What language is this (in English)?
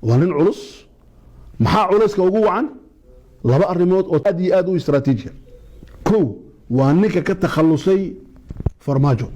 Somali